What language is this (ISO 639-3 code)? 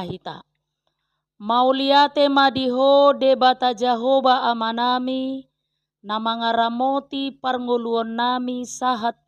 bbc